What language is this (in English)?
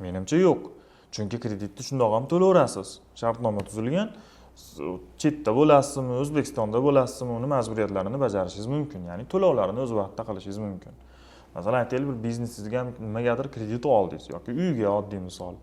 Uzbek